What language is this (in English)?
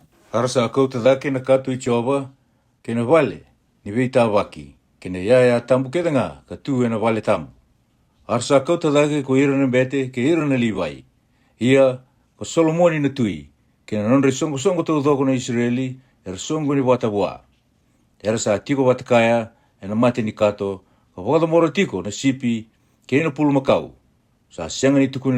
Fijian